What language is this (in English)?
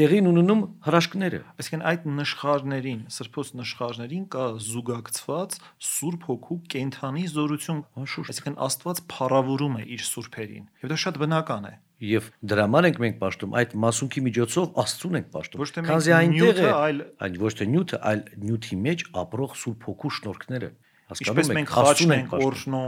Armenian